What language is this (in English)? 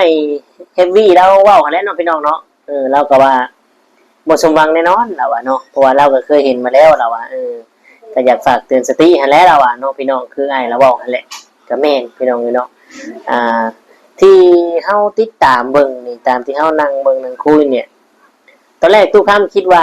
Lao